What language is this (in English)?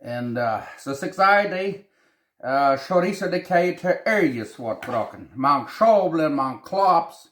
Plautdietsch